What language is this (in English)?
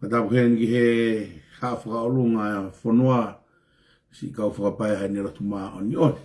Tongan